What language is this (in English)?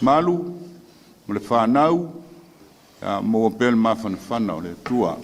Samoan